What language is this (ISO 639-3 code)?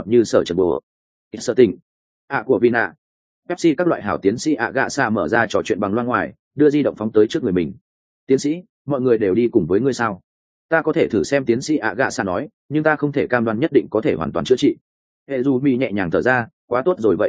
vie